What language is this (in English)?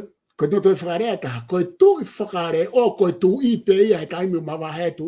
Tongan